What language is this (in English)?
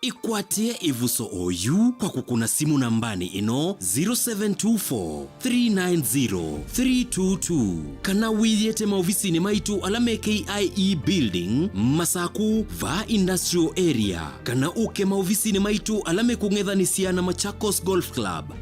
Kamba